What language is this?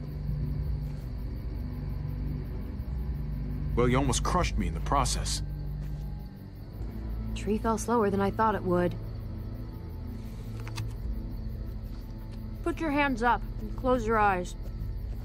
English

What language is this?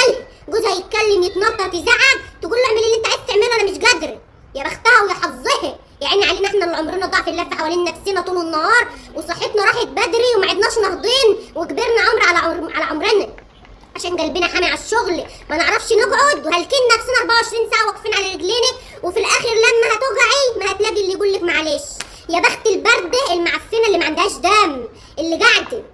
Egyptian Arabic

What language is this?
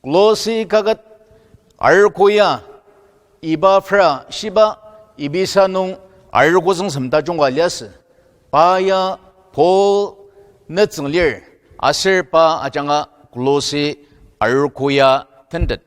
Ao Naga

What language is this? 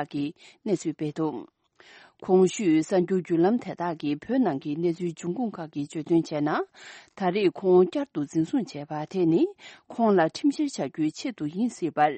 Tibetan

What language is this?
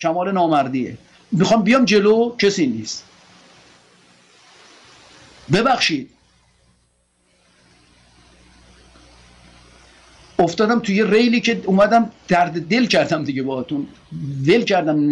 Persian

